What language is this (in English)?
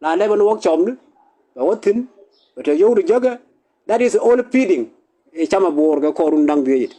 Nuer